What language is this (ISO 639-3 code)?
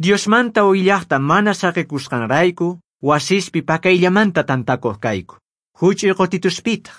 quh